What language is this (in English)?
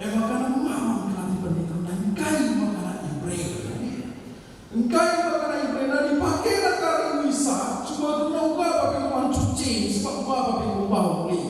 Batak Karo